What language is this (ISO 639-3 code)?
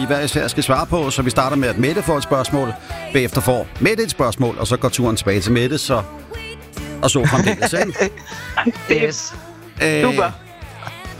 dan